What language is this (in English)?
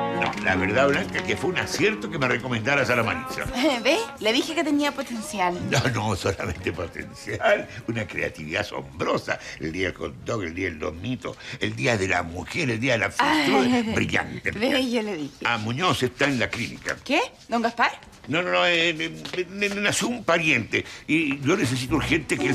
Spanish